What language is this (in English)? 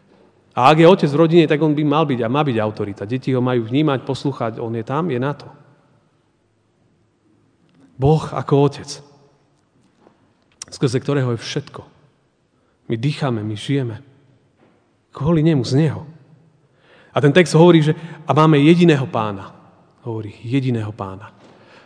Slovak